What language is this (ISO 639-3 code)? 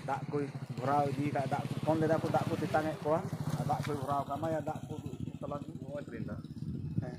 sat